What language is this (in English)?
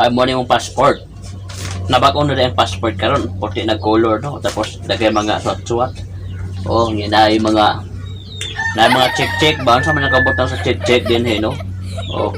Cebuano